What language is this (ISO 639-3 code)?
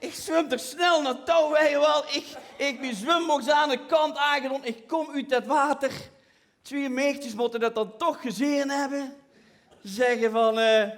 lim